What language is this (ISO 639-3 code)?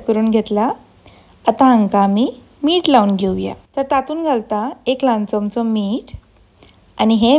kok